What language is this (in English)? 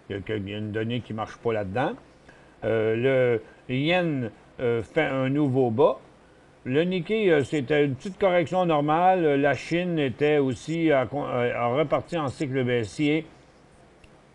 French